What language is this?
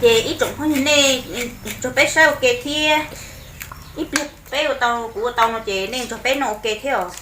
Hmong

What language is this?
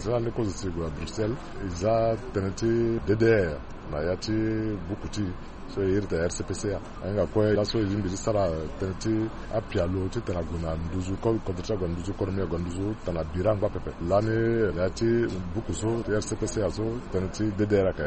Sango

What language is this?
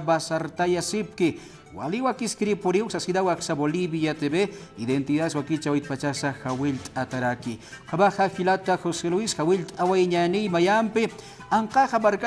Aymara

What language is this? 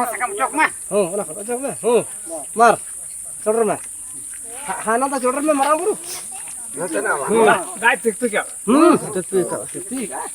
Santali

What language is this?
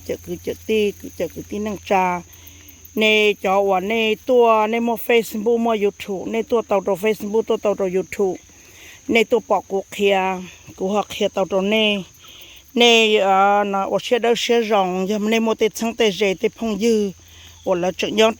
Hmong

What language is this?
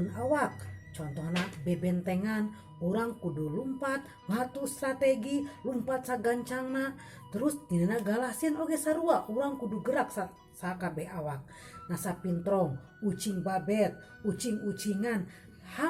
Sundanese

